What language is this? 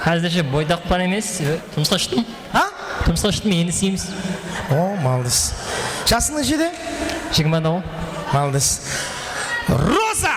Kara-Kalpak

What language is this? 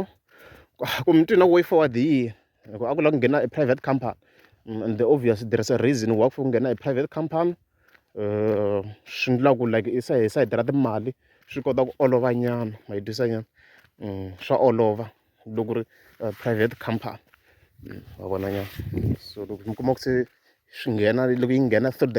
Tsonga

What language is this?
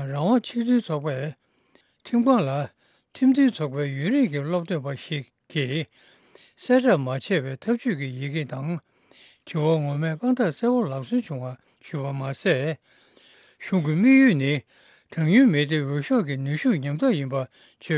Tibetan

